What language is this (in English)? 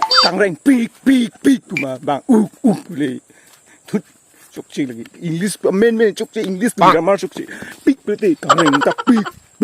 Karbi